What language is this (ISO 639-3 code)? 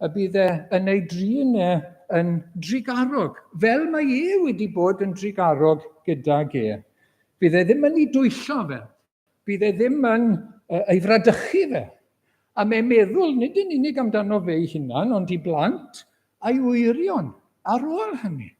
cym